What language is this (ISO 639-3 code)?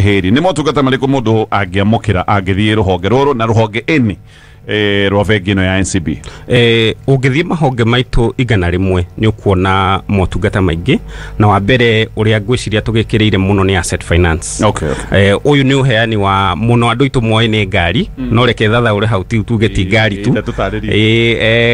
kik